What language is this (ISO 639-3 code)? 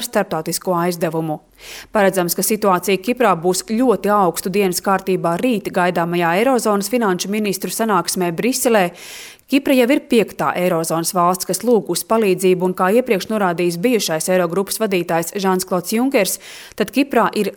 lav